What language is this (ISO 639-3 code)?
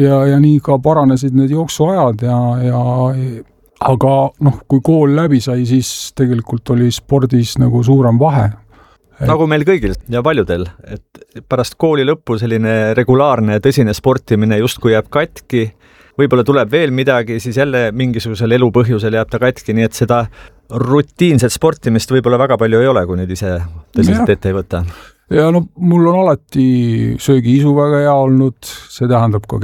est